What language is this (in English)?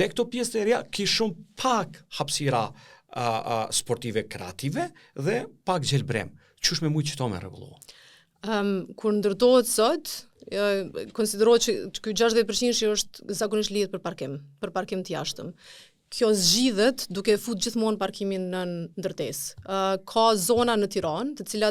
Albanian